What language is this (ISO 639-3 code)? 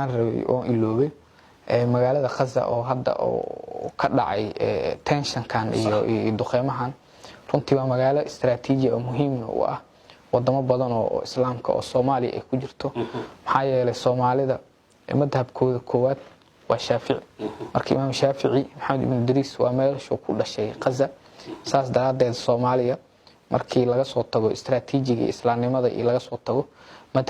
som